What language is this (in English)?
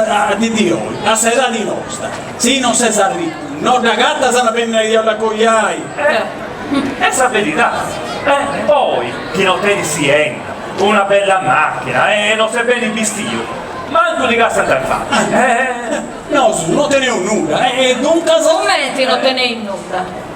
Sardinian